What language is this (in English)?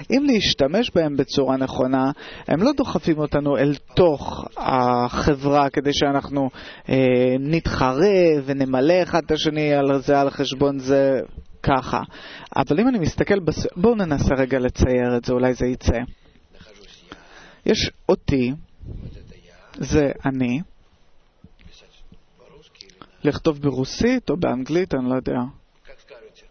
Hebrew